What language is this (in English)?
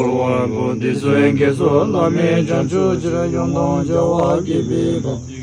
Tibetan